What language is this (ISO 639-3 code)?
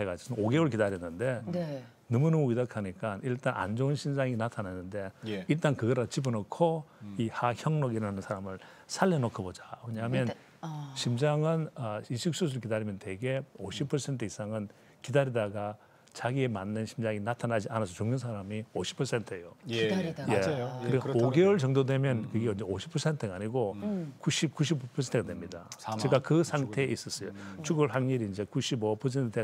kor